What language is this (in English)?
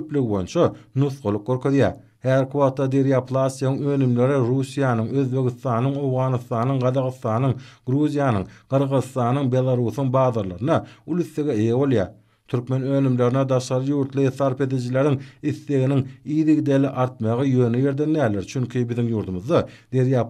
Turkmen